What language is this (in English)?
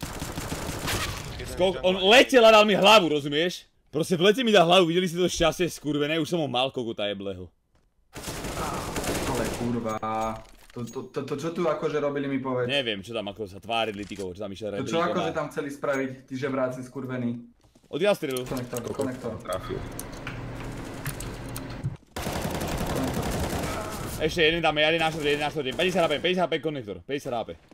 Slovak